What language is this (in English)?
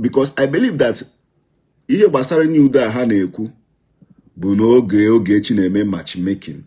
Igbo